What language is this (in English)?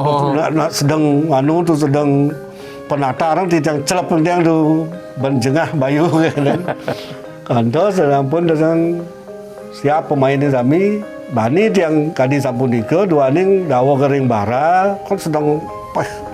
Balinese